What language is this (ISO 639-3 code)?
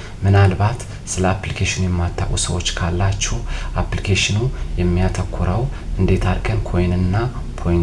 amh